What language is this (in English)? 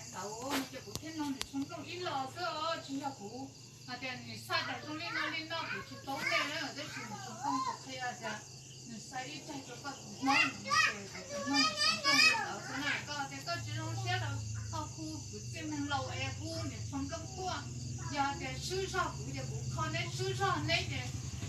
Hmong